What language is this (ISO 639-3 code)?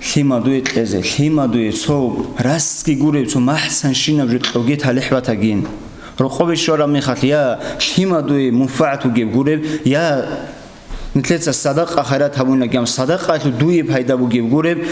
ava